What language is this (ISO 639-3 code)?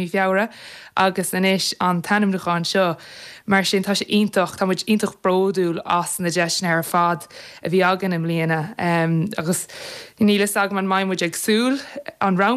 gle